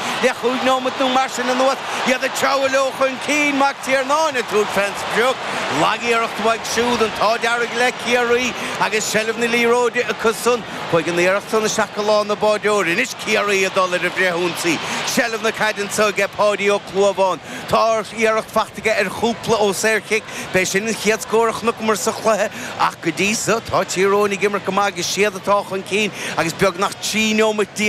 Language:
Irish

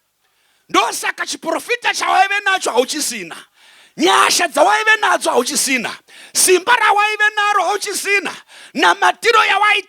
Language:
Shona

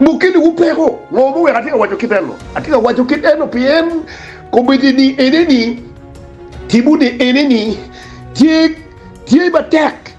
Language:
Acoli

